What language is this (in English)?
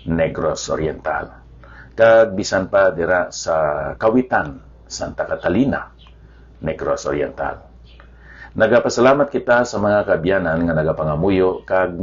Hiligaynon